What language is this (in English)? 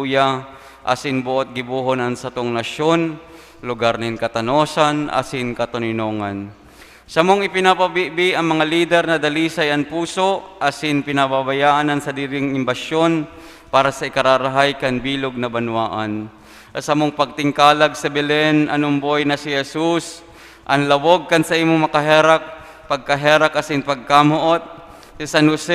Bikol